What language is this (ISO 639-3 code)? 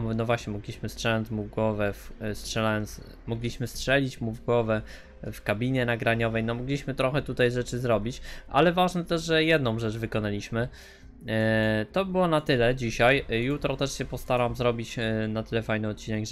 pol